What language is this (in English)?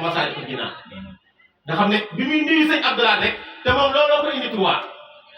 Wolof